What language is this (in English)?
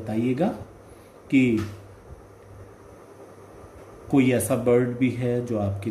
Hindi